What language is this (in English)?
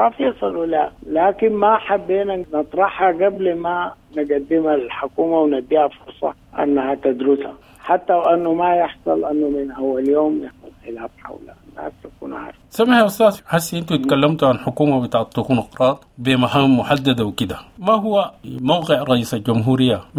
Sudanese Arabic